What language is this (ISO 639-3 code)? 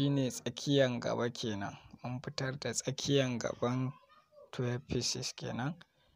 hau